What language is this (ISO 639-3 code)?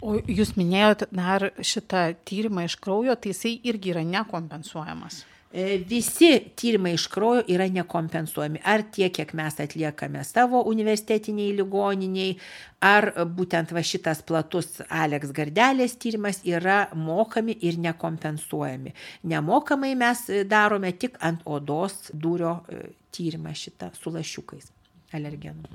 lit